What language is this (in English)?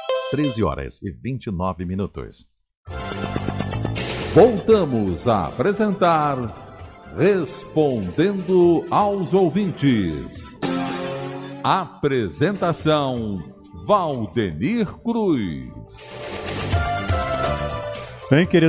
Portuguese